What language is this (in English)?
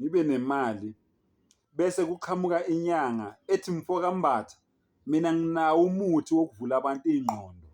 Zulu